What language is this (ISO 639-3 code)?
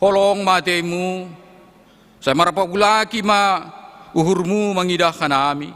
bts